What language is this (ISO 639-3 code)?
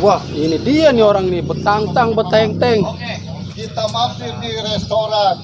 bew